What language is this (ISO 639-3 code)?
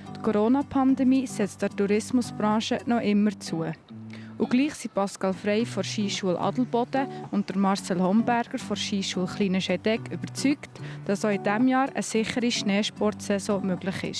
gsw